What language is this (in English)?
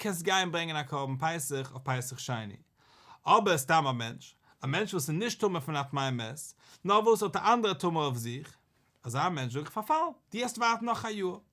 Yiddish